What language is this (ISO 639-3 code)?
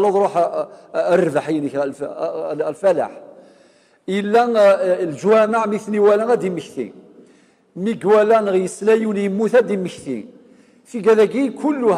kab